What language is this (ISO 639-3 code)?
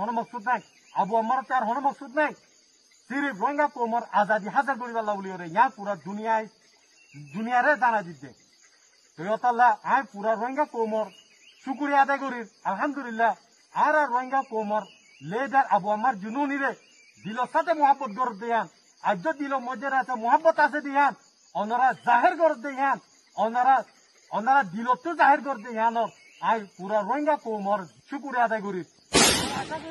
rhg